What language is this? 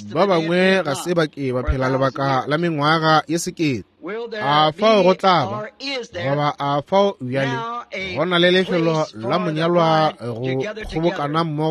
Northern Sotho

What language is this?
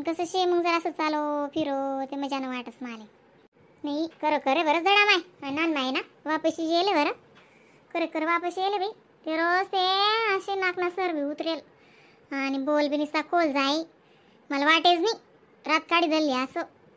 Khandesi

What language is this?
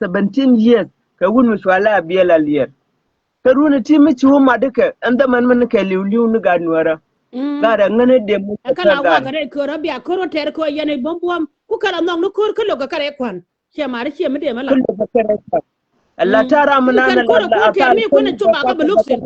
Nuer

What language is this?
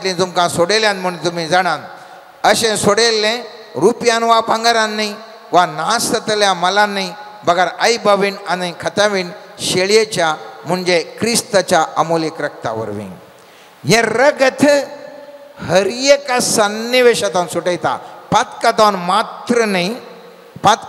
Konkani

